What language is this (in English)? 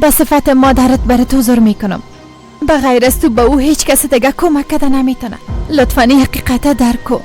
Persian